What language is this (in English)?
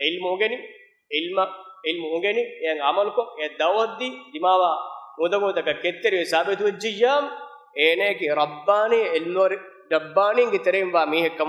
Divehi